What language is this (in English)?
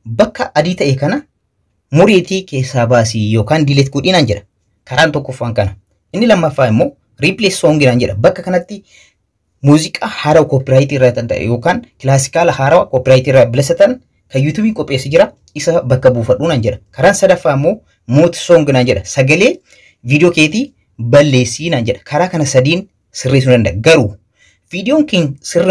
Oromo